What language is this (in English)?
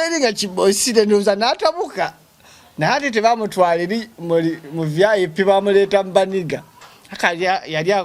Ganda